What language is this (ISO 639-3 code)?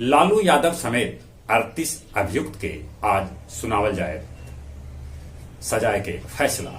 mag